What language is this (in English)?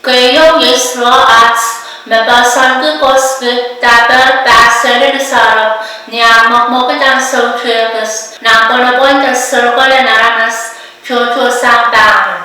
Pohnpeian